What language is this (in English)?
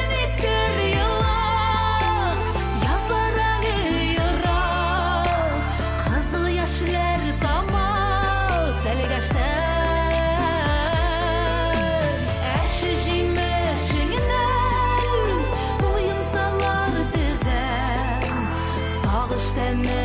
Bashkir